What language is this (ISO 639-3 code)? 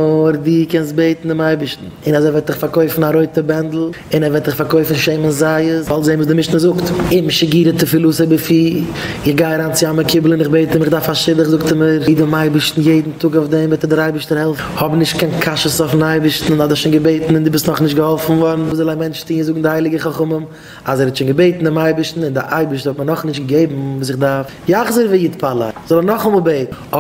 yid